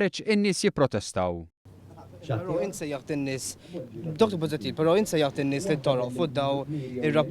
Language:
Maltese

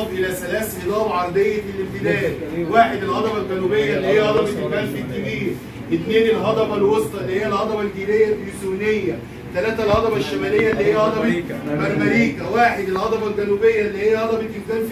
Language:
Egyptian Arabic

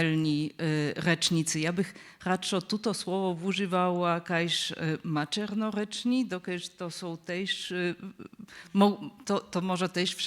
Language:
Upper Sorbian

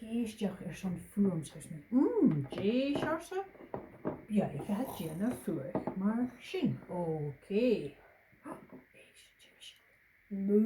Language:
Scottish Gaelic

